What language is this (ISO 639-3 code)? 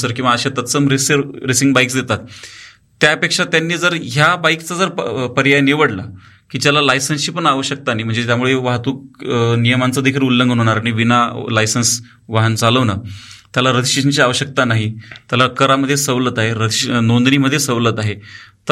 mar